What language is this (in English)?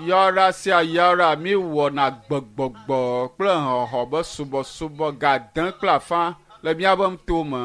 Ewe